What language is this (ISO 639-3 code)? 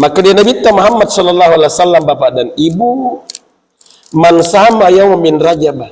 bug